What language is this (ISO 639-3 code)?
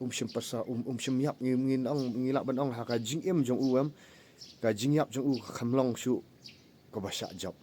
kha